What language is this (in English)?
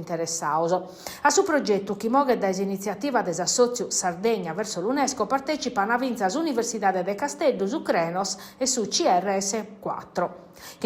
Sardinian